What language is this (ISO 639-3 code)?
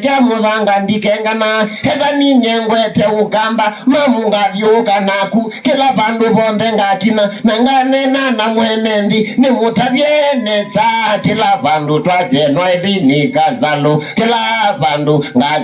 kam